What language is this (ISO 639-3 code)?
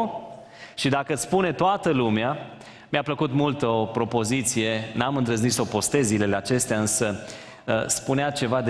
ron